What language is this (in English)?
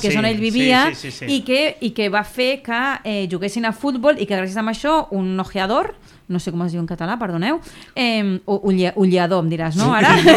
Catalan